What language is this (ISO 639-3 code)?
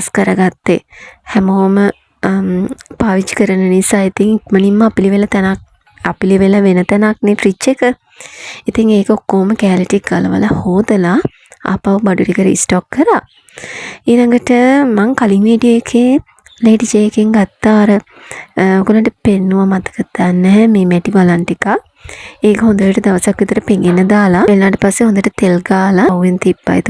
sin